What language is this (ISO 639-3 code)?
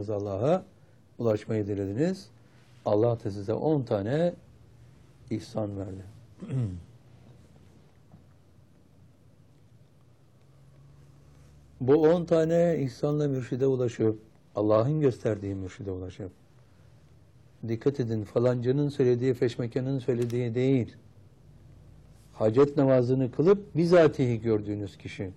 tur